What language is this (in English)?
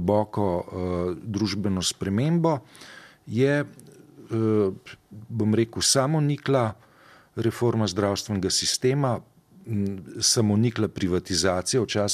Slovenian